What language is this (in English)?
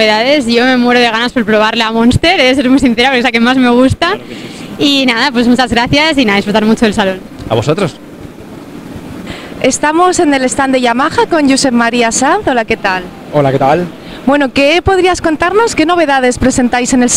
Spanish